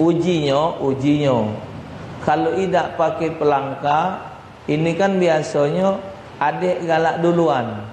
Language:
Musi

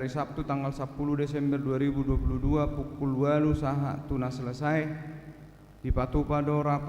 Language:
Batak Toba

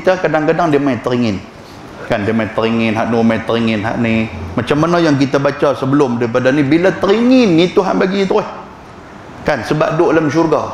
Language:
Malay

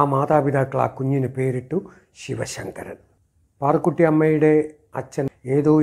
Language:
Malayalam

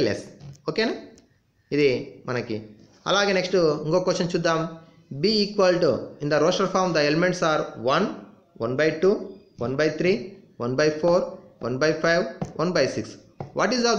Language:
Telugu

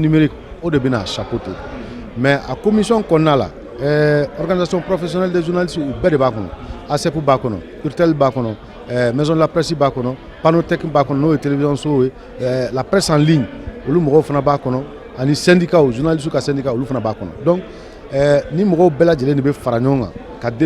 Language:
Bambara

